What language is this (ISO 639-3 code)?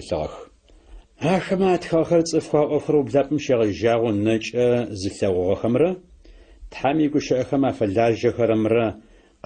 ady